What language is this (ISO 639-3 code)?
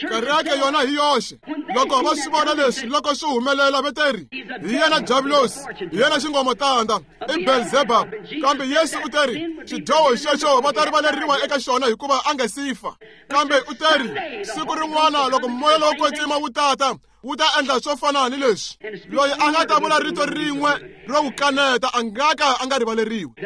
tso